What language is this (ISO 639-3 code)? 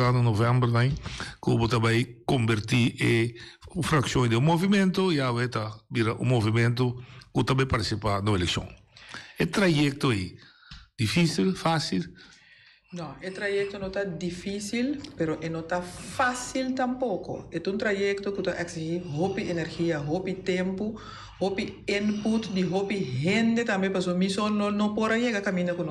pap